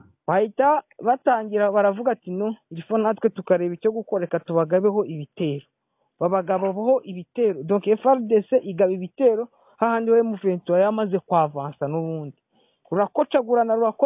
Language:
Kinyarwanda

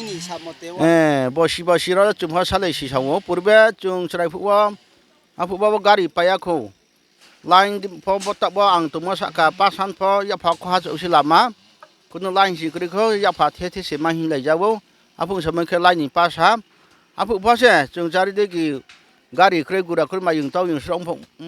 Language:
Riang (India)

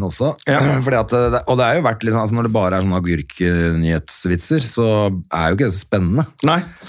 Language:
Norwegian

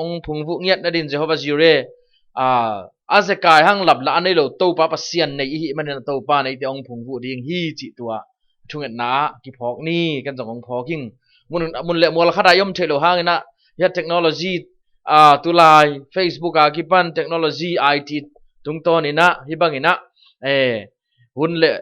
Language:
Tedim Chin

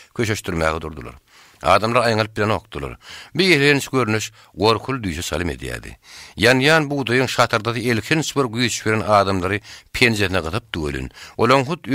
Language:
Turkmen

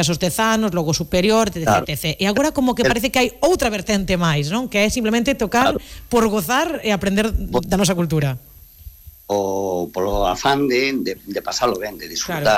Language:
Galician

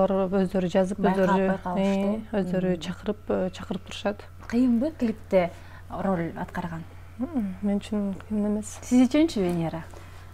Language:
Kyrgyz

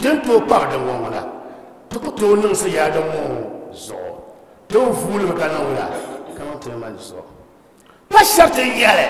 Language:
Dagbani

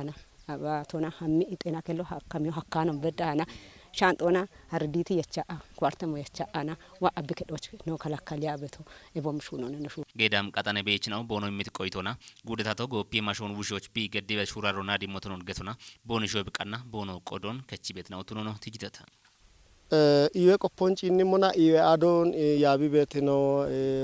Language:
Kafa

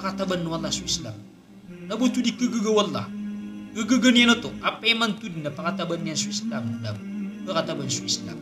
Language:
Maranao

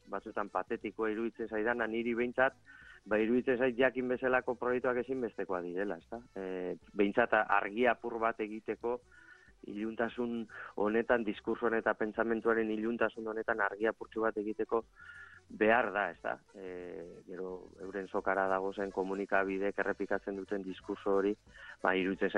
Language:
Basque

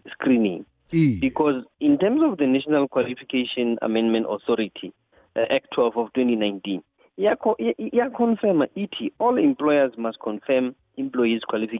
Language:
South Ndebele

